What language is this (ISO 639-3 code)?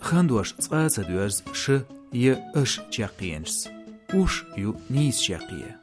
che